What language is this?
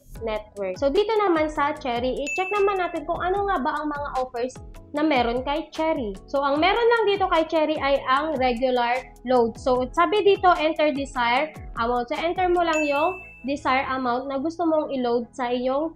Filipino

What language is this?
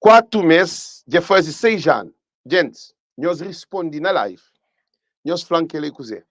Kabuverdianu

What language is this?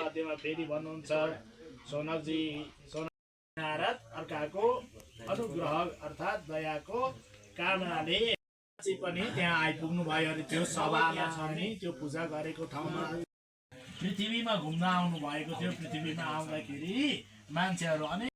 Nepali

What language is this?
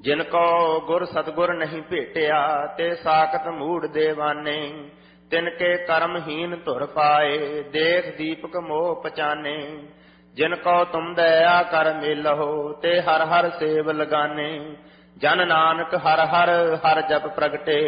Punjabi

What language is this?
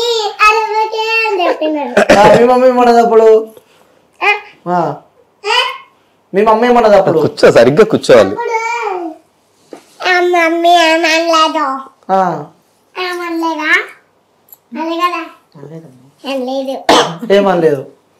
Telugu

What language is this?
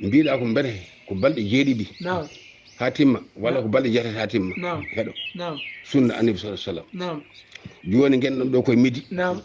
Fula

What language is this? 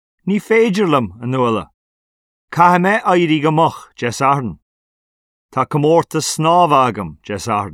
Irish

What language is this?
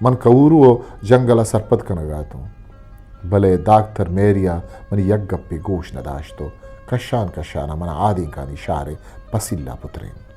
Eastern Balochi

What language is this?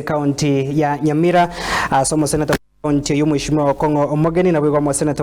Gusii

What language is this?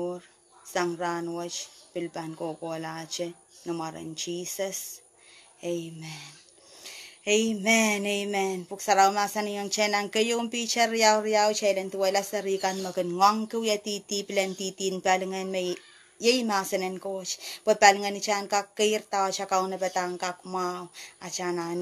Pohnpeian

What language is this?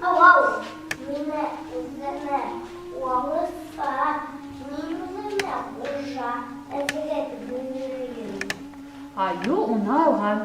Bashkir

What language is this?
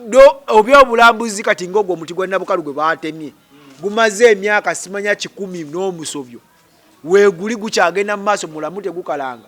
Ganda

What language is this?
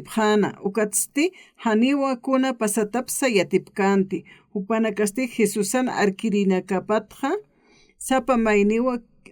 Aymara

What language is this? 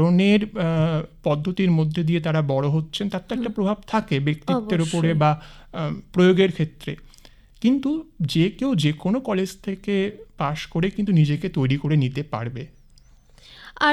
Bangla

